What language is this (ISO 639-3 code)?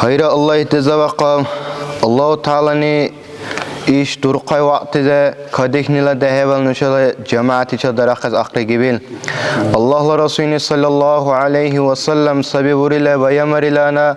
dar